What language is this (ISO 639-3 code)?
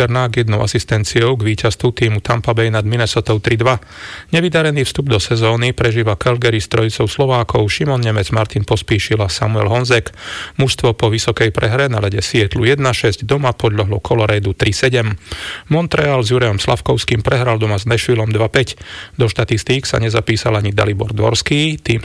slk